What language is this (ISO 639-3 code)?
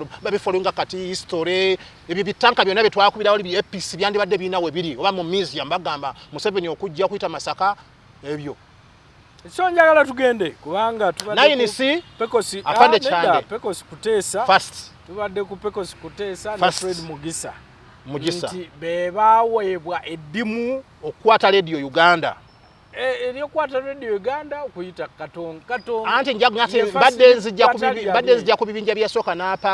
lug